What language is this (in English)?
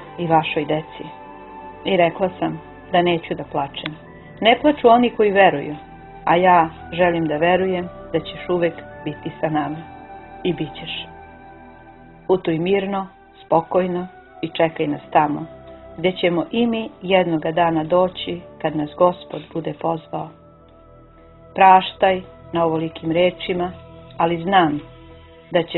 Serbian